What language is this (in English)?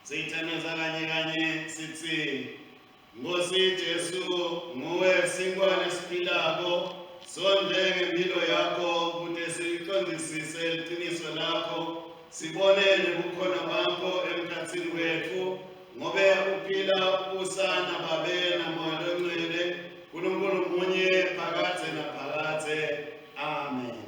Swati